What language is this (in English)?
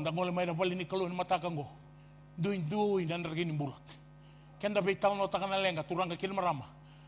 Fijian